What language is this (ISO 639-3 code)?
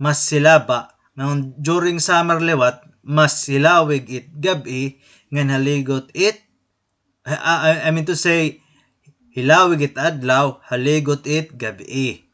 war